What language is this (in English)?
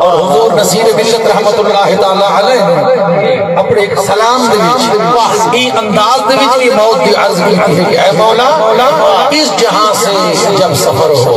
Saraiki